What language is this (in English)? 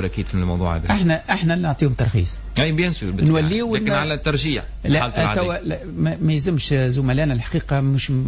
Tunisian Arabic